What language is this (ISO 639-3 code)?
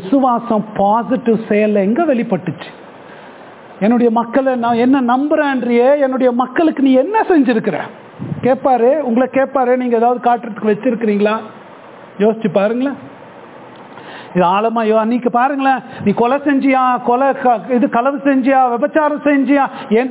tam